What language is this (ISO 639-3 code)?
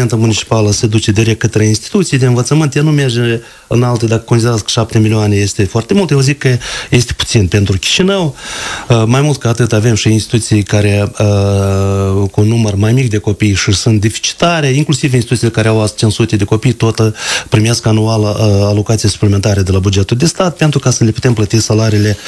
ron